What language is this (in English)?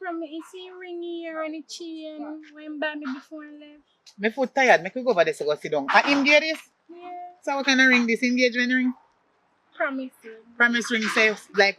Jamaican Creole English